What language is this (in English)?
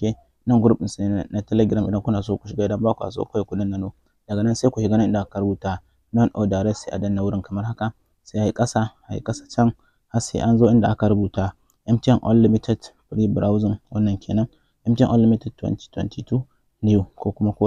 Hausa